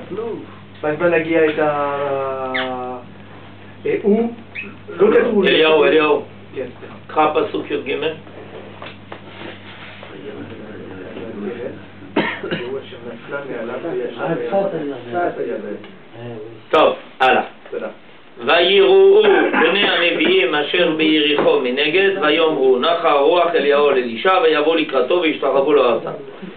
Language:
Hebrew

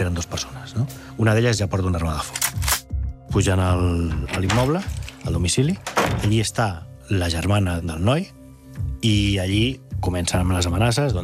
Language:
Catalan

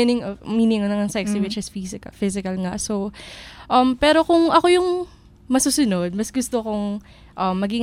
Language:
Filipino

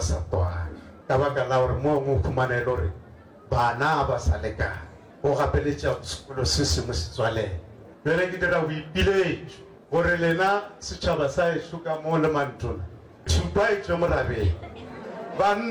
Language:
Northern Sotho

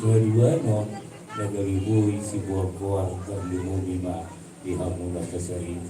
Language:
Batak Toba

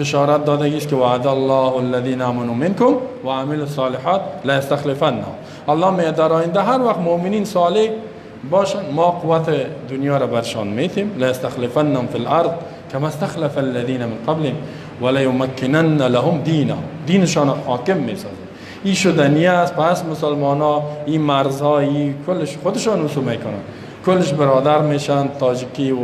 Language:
Persian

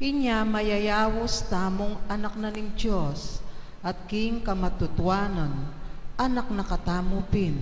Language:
Pampanga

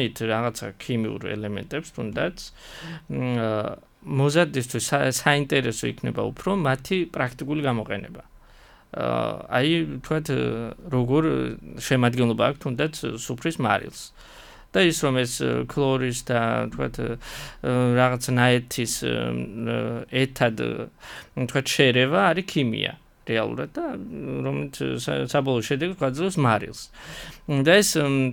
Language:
Georgian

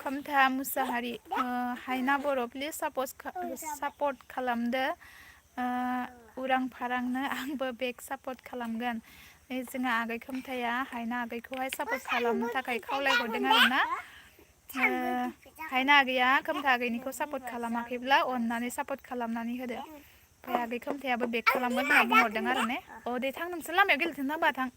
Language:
Bodo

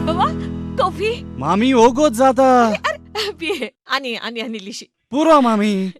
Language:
Konkani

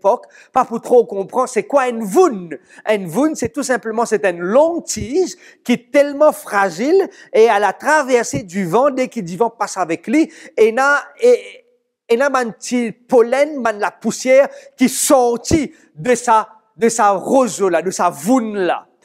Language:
Morisyen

